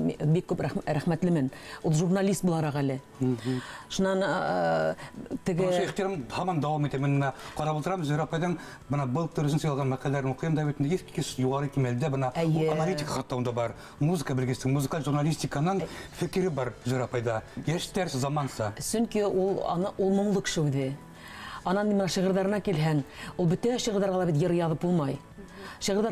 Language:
Bashkir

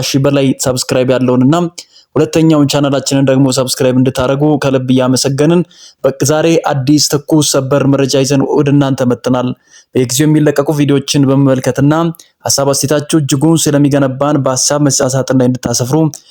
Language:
Amharic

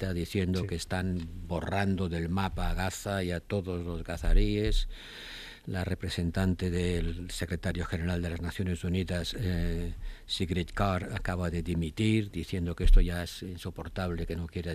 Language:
Spanish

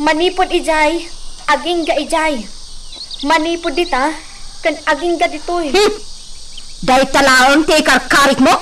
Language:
Iloko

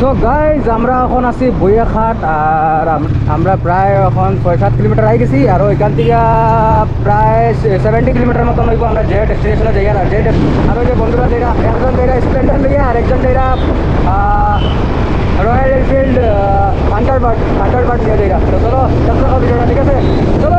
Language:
Sylheti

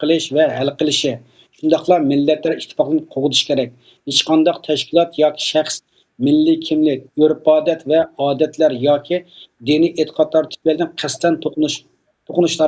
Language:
Uyghur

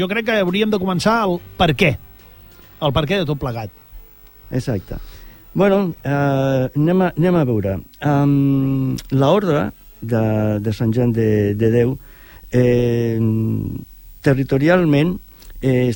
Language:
Catalan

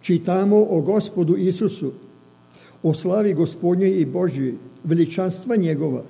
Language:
Serbian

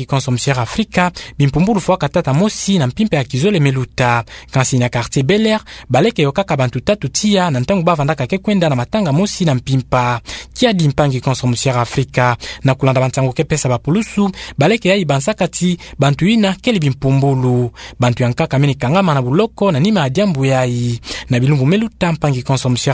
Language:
Kituba (Democratic Republic of Congo)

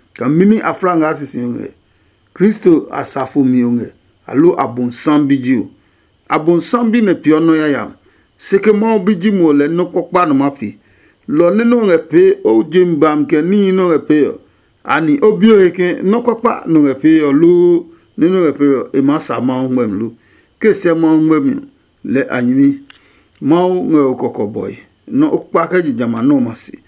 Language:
Adangme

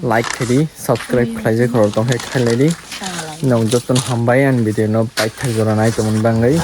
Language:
Kok Borok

